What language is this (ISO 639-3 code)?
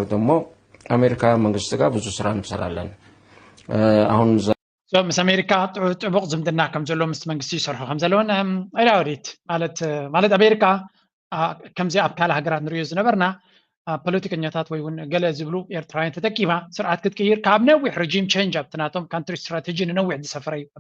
tir